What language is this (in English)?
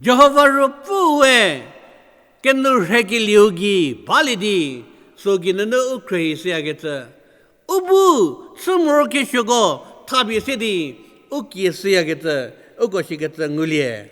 Angami Naga